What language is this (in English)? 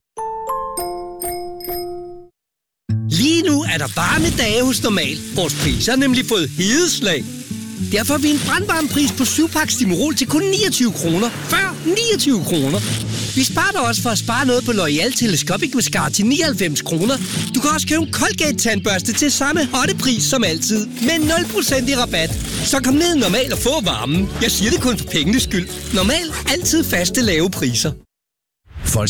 Danish